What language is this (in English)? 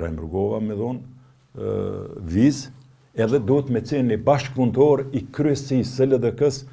Albanian